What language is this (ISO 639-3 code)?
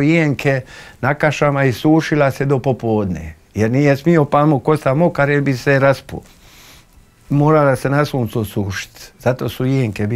hrv